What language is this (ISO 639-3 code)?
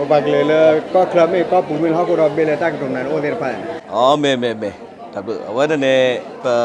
ksw